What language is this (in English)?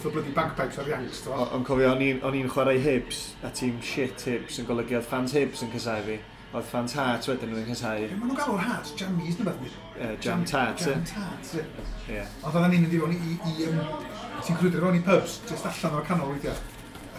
Welsh